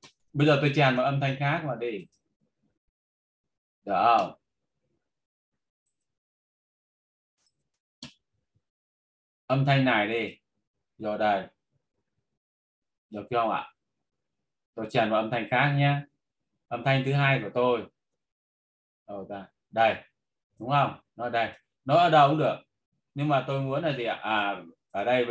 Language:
Vietnamese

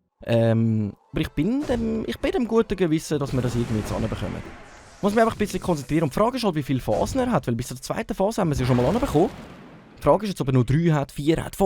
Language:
Swiss German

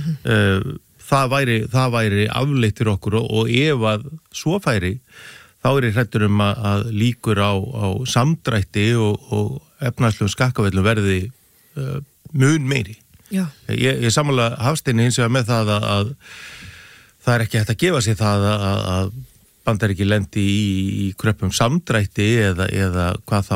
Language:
Icelandic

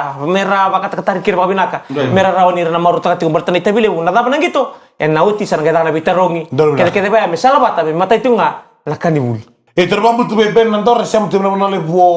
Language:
Fijian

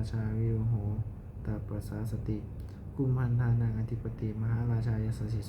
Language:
Pali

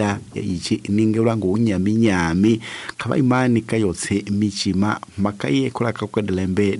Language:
Tsonga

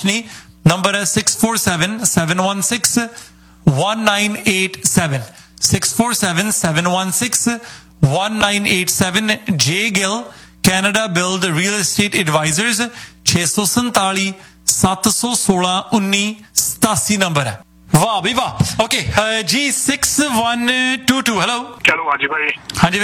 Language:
Punjabi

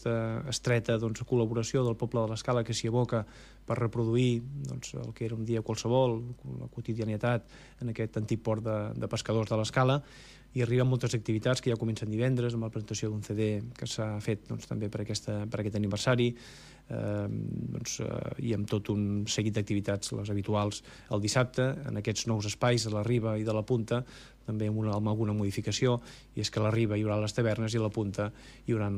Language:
Catalan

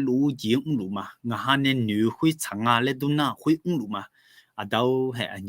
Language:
Akha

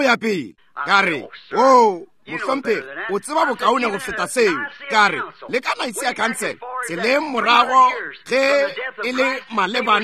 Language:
Northern Sotho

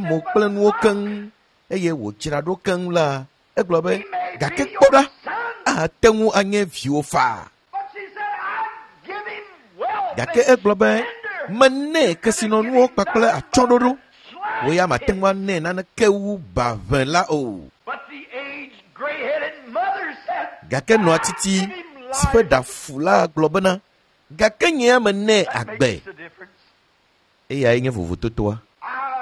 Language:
Ewe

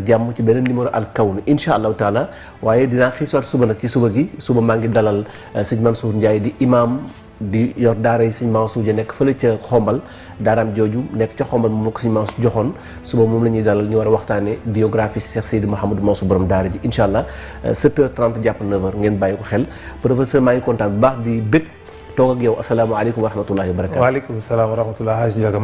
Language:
Wolof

